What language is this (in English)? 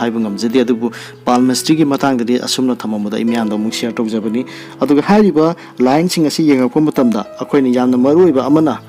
Manipuri